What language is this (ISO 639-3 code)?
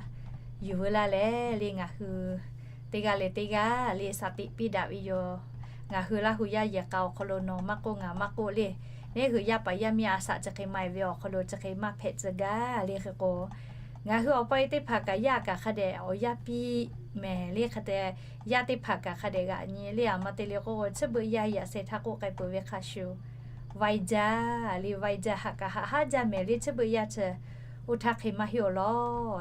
lhu